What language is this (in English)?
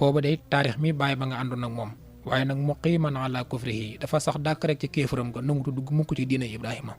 Wolof